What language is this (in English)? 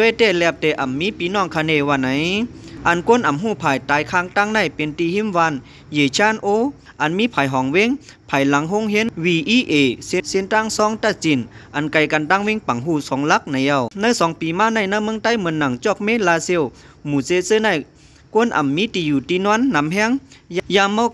Lao